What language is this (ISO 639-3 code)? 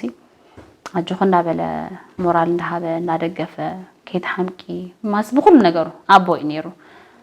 tir